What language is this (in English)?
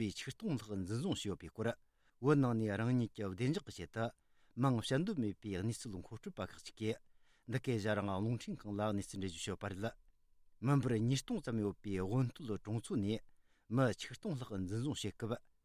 Tibetan